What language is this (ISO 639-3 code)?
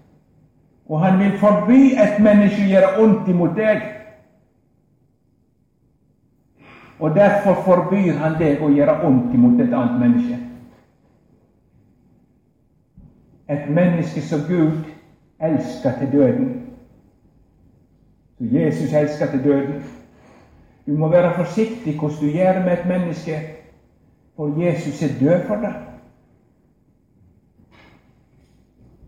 nor